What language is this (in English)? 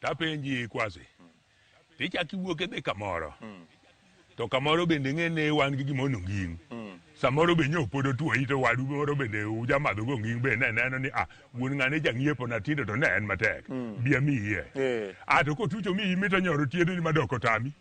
Luo (Kenya and Tanzania)